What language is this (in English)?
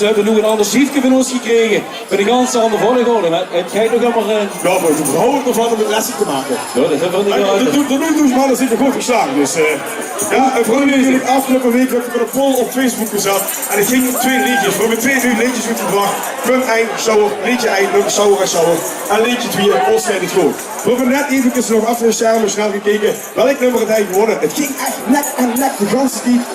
Limburgish